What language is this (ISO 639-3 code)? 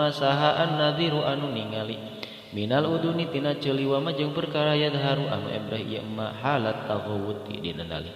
sun